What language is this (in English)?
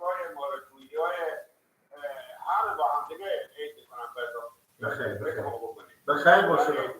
Persian